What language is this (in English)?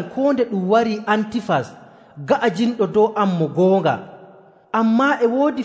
Nigerian Fulfulde